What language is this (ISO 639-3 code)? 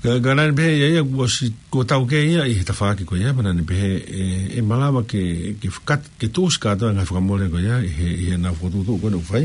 ton